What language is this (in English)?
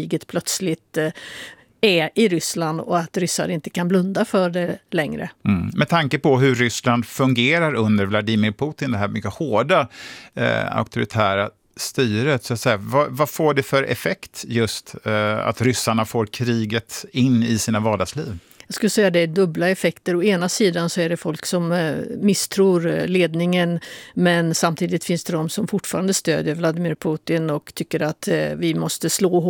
Swedish